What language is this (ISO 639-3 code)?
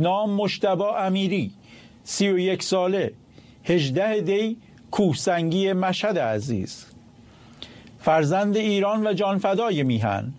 fas